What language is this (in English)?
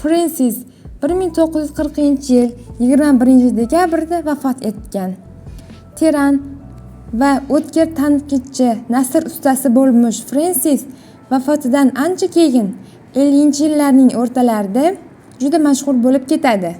Uzbek